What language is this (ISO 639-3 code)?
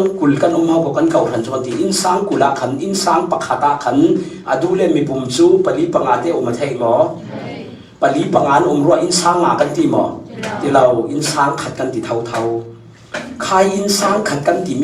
cfm